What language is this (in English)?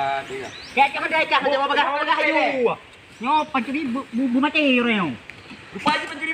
Achinese